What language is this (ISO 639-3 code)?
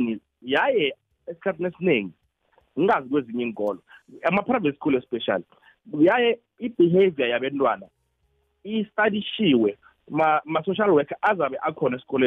nbl